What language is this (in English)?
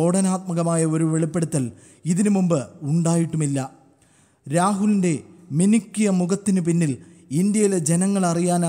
Malayalam